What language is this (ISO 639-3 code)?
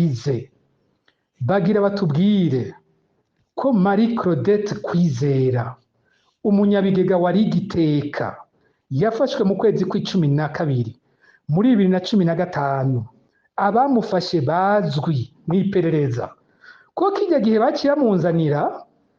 run